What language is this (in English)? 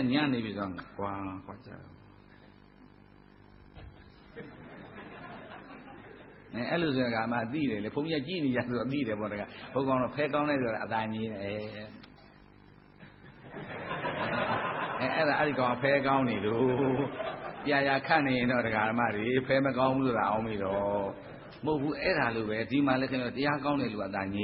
Burmese